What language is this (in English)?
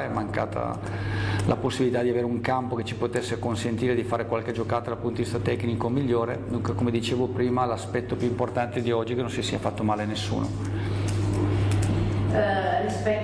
Italian